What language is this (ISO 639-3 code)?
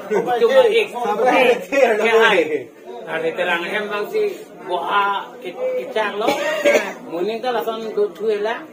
mjw